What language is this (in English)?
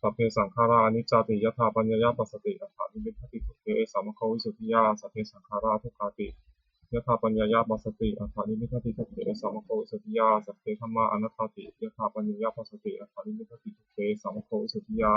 Pali